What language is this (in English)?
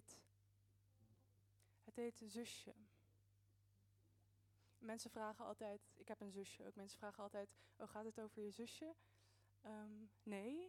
Dutch